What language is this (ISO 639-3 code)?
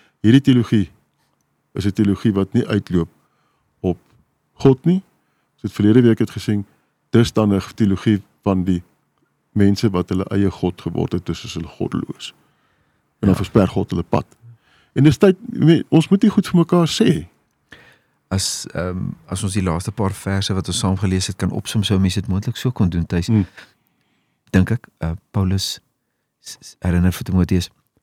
afr